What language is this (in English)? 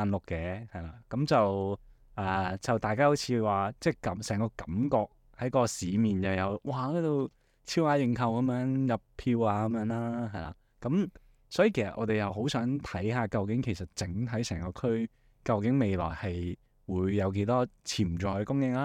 Cantonese